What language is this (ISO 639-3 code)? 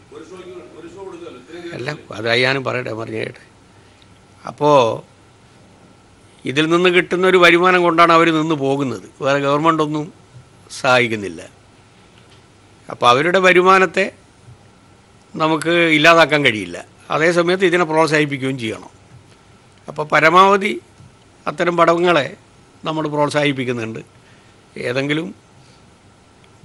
mal